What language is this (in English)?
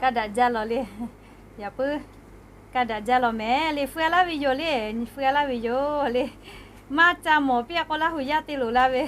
Lahu